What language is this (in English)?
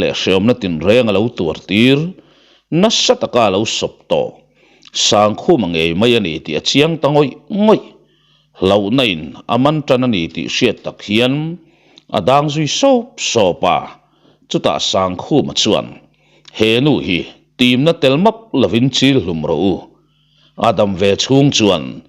Mizo